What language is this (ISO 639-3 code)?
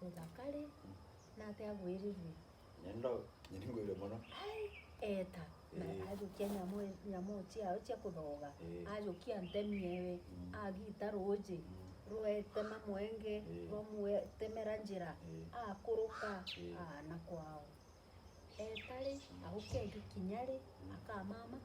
mer